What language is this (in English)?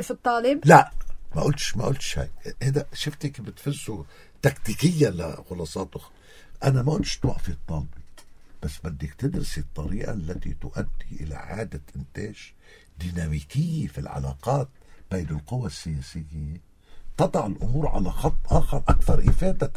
North Levantine Arabic